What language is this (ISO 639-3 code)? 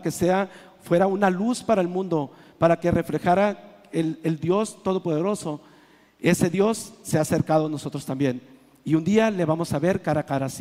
spa